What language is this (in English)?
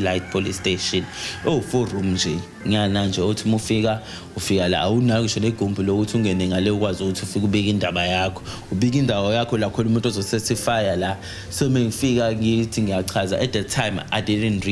Zulu